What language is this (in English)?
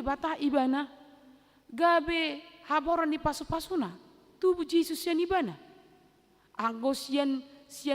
Batak Toba